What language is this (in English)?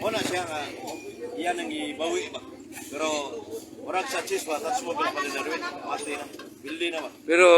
Cebuano